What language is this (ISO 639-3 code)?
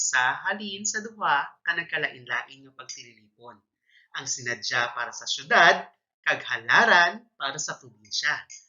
hil